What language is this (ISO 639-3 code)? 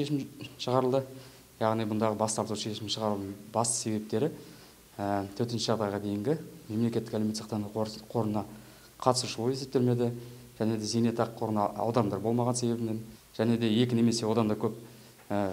kaz